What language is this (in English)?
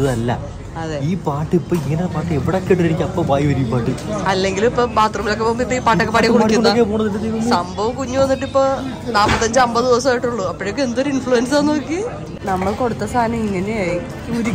Malayalam